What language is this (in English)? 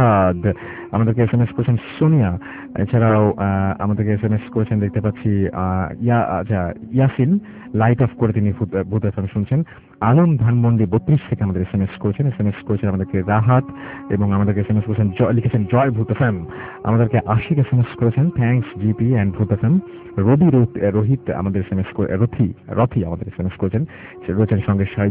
Bangla